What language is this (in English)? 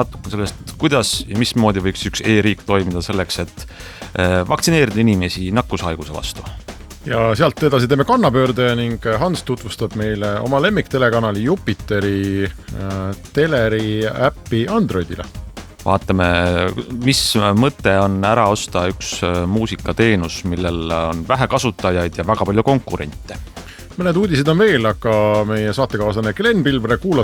Estonian